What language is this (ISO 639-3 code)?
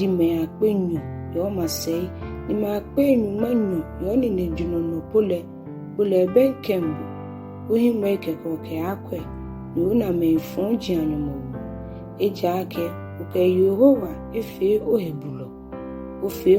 gaa